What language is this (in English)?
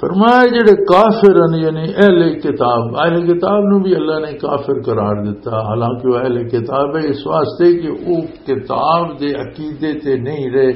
Western Panjabi